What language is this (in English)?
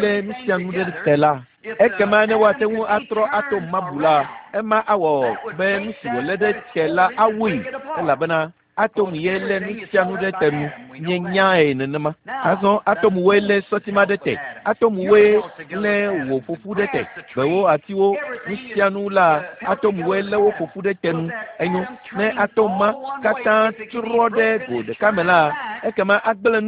Ewe